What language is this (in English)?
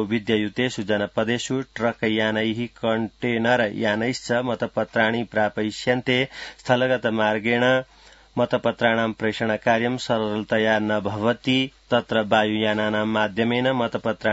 Sanskrit